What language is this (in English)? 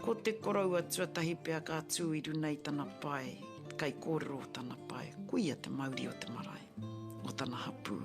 Māori